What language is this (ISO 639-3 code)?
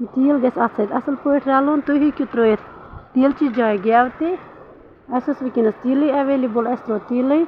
kas